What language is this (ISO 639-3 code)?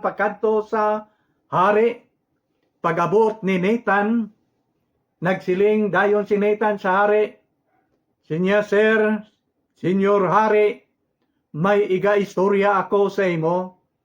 hil